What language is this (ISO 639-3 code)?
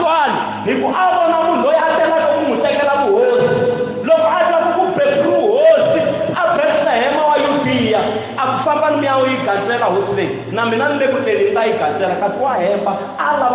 tso